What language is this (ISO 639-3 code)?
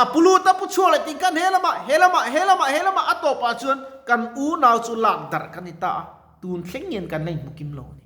lus